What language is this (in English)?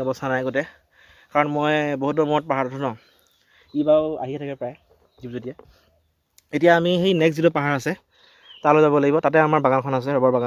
Assamese